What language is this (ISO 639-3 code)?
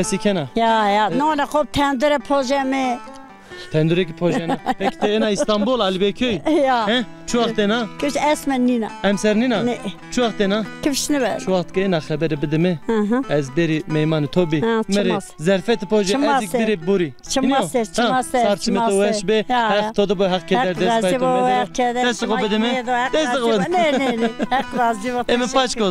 zza